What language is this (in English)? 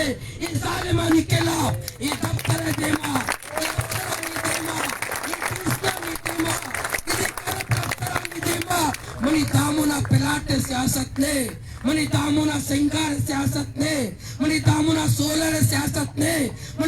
Baluchi